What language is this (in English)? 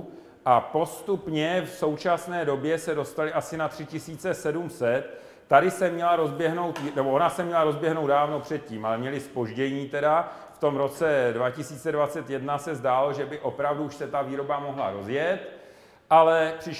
Czech